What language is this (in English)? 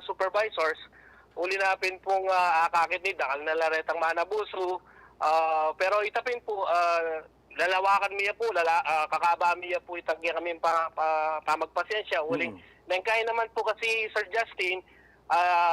Pampanga